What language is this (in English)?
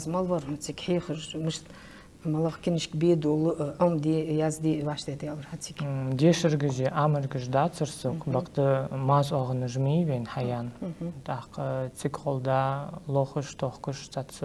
Ingush